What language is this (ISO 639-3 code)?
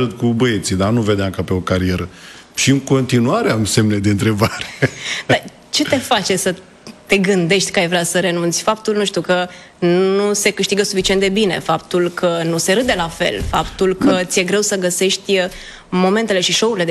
ron